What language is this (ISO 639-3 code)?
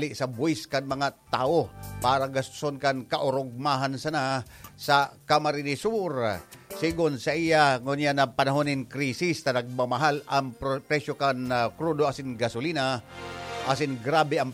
bik